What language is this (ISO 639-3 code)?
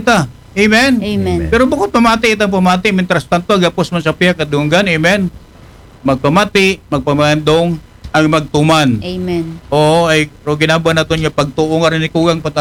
akl